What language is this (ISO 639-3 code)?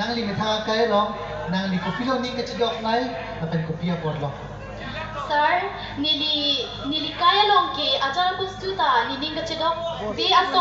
mjw